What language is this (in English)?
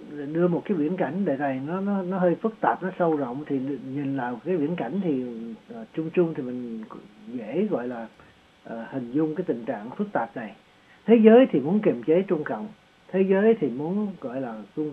Vietnamese